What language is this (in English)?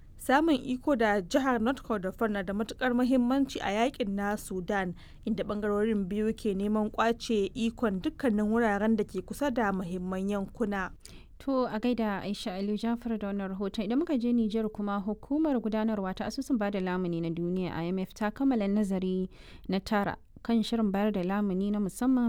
Hausa